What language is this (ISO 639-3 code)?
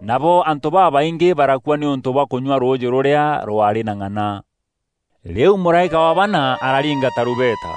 mer